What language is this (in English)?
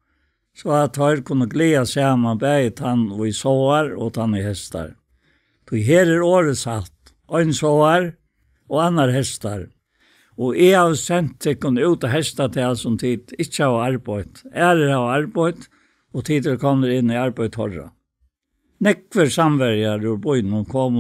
Faroese